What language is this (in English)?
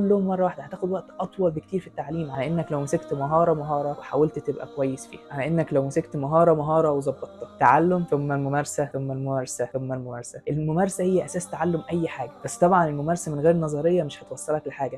Egyptian Arabic